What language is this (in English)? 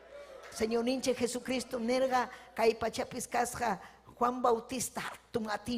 Ayacucho Quechua